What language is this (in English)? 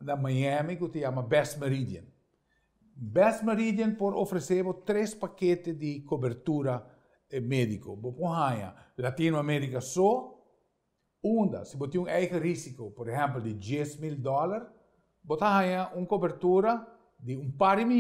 Papiamento